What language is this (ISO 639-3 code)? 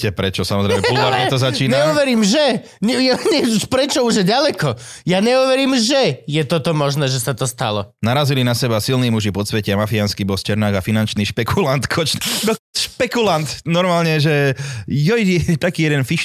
slk